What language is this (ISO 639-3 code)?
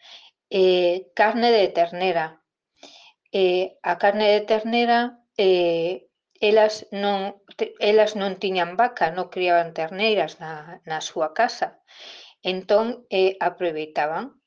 glg